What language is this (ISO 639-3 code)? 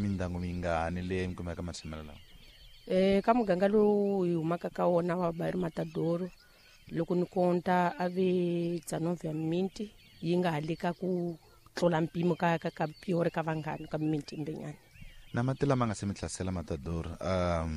tso